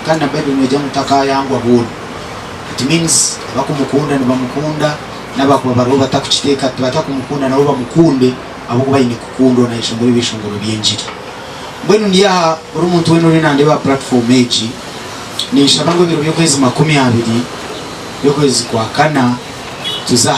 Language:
Nyankole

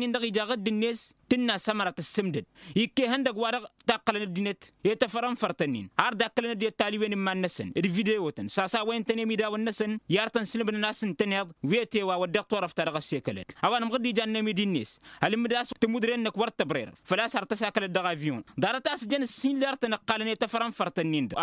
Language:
Tamasheq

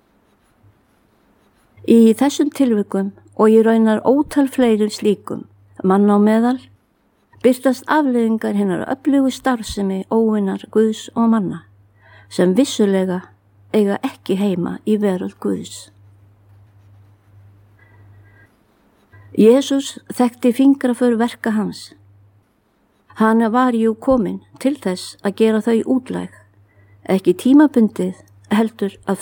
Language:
Icelandic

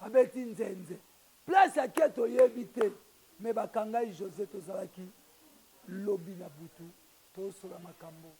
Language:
Lingala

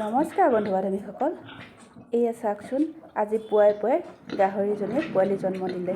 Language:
Assamese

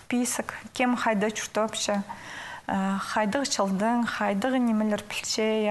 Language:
Khakas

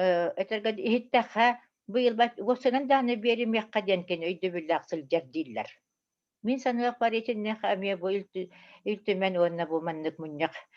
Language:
Yakut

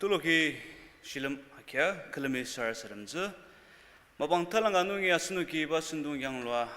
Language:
Ao Naga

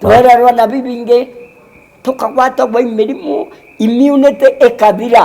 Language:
Meru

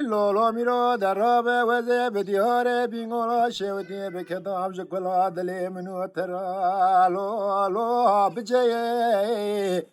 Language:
Kurdish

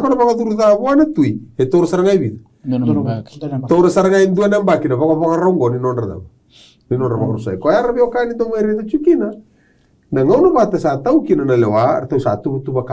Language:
Fijian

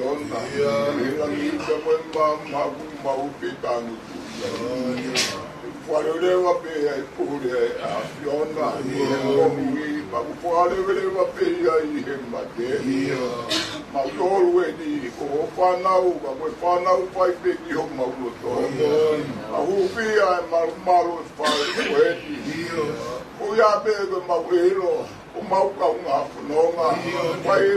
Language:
Tongan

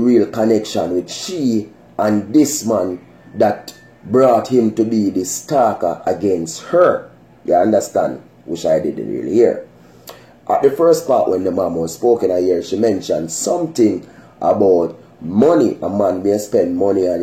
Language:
Jamaican Creole English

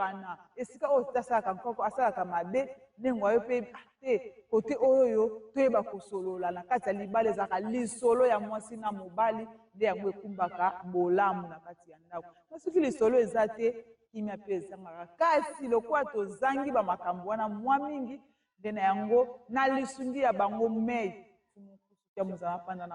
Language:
Lingala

